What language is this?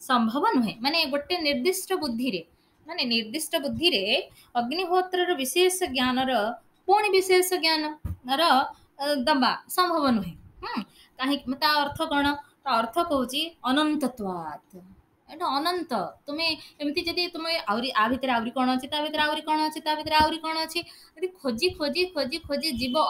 Odia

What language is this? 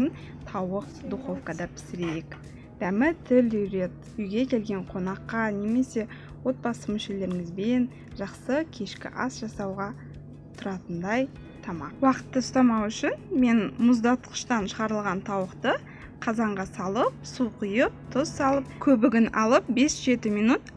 Kazakh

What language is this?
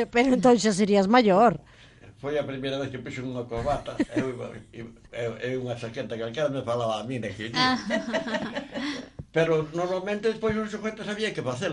Galician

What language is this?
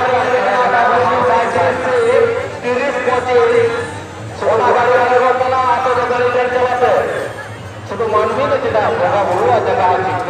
Santali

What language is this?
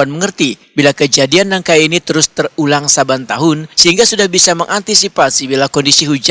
Banjar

